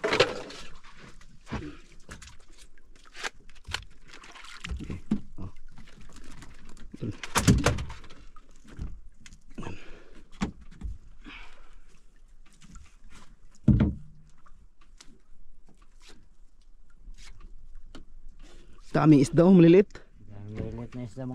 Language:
Filipino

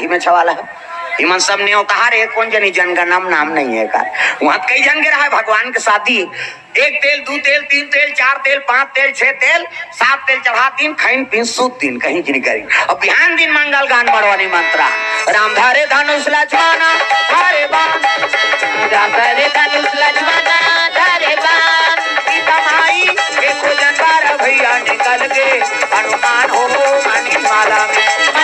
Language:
Chhattisgarhi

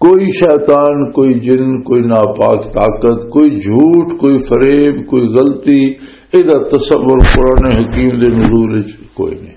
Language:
Western Panjabi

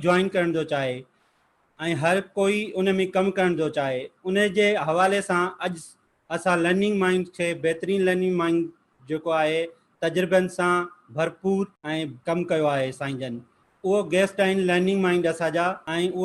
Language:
Sindhi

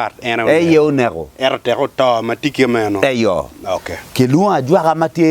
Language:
Acoli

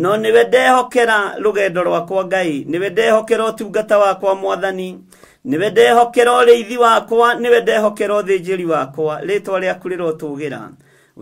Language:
Kikuyu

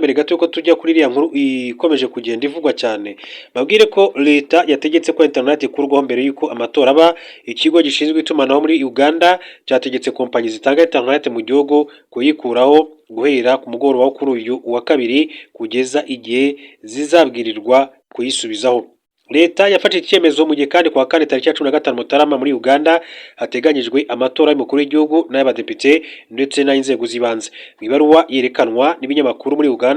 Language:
Kinyarwanda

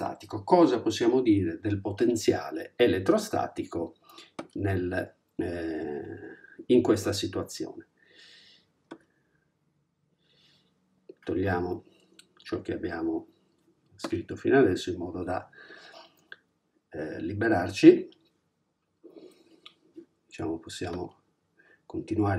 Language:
Italian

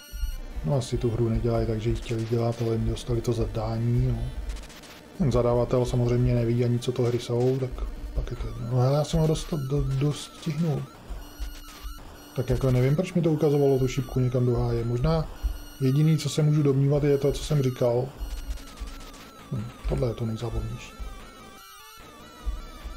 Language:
Czech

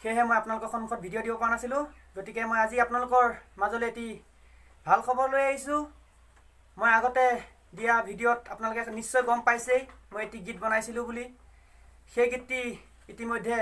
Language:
Assamese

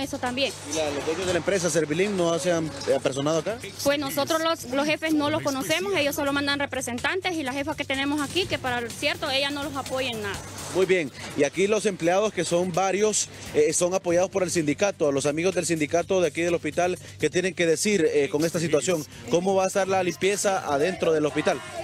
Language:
Spanish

